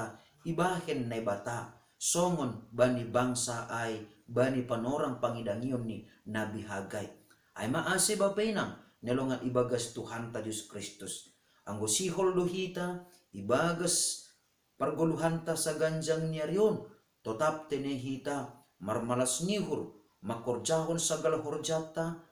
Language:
Batak Simalungun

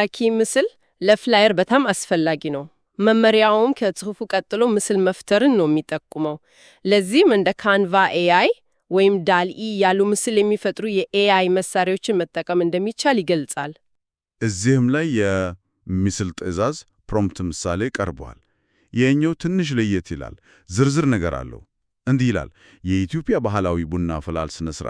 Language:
Amharic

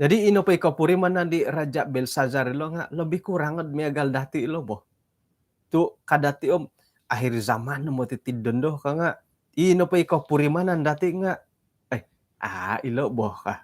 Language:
Central Dusun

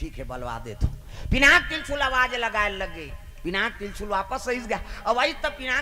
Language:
Chhattisgarhi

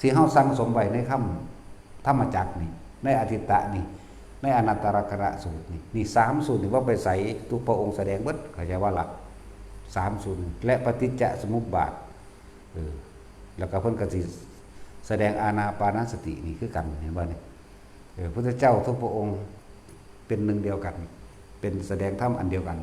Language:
Northeastern Thai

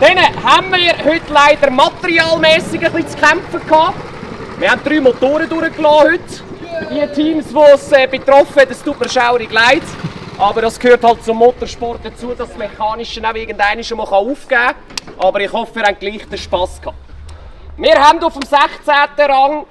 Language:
Swiss German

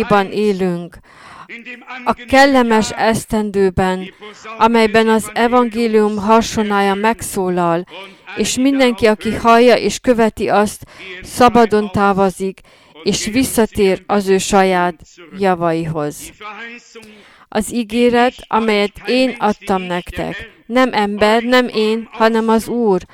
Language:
Hungarian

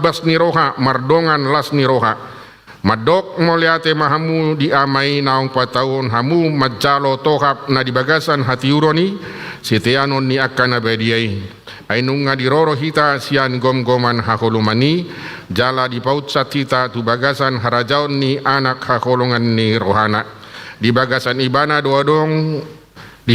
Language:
Batak Toba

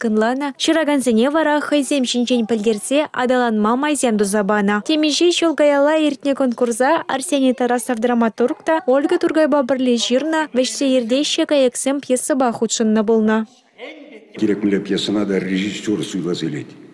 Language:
Chuvash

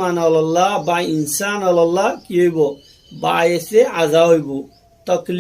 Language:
Rohingya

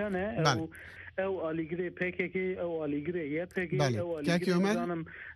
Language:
Kurdish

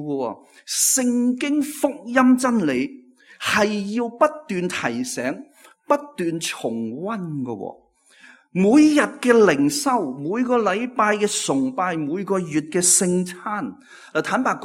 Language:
Cantonese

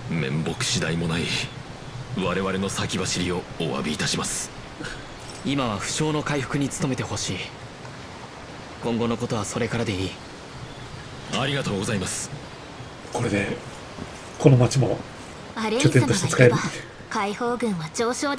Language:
Japanese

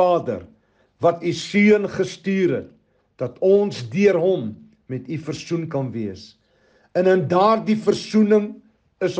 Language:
Afrikaans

